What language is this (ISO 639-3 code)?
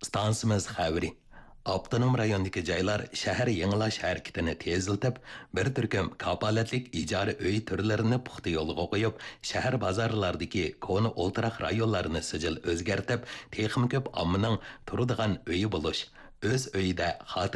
uig